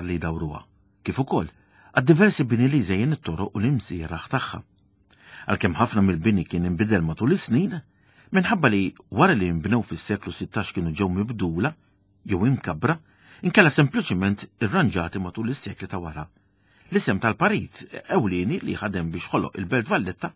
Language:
Maltese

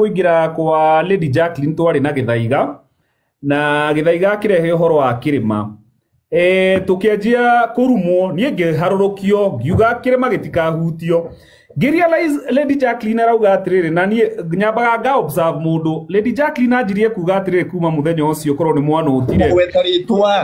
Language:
Kikuyu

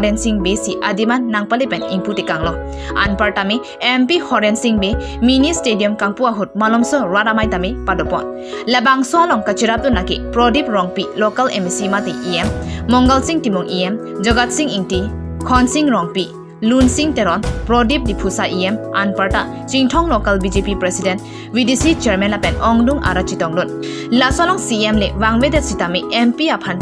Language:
Karbi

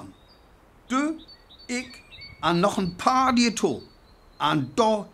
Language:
Northern Frisian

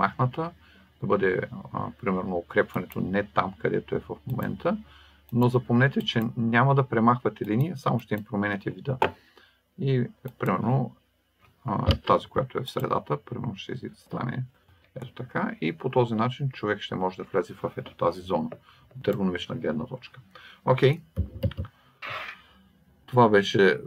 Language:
Bulgarian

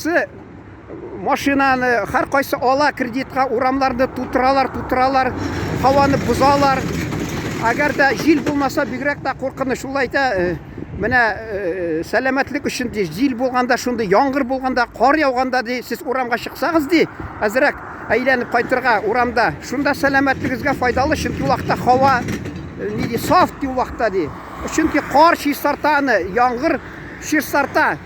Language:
Tatar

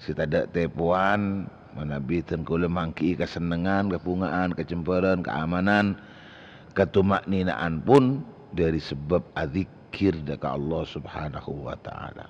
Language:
Madurese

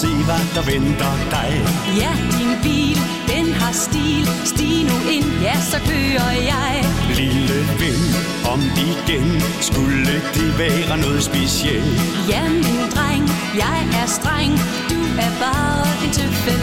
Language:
Danish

